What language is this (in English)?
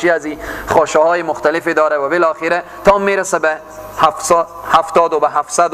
Persian